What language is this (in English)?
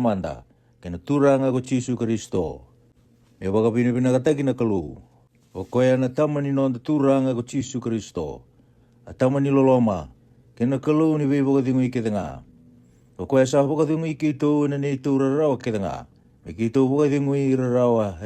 Fijian